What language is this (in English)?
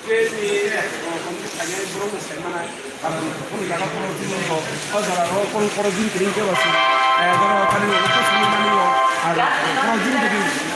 Kok Borok